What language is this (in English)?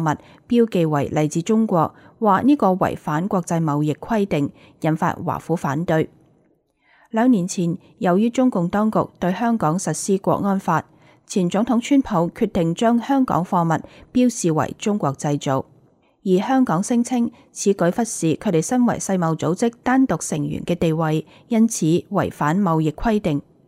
Cantonese